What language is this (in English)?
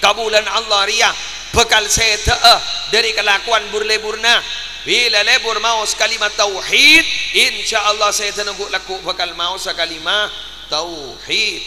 Madurese